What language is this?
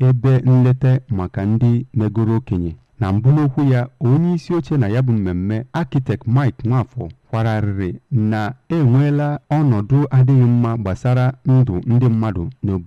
Igbo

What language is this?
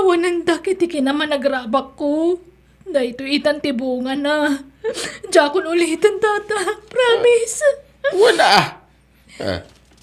Iloko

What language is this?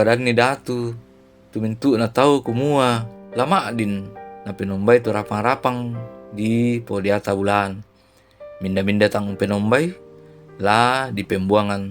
Toraja-Sa'dan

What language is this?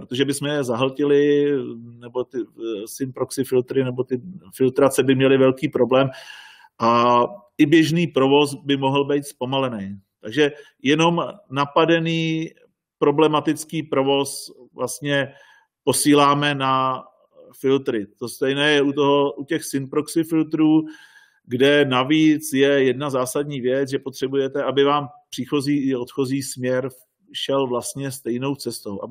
Czech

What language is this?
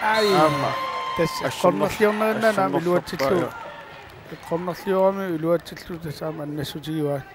Kalaallisut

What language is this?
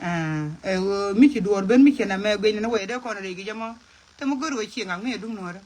Nuer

